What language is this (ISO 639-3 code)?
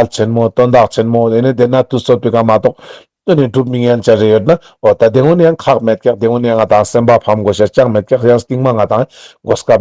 lbj